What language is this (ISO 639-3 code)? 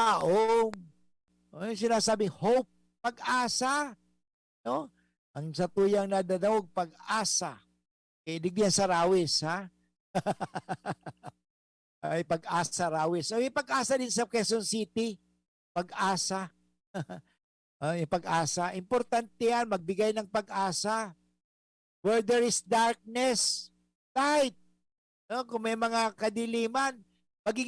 bik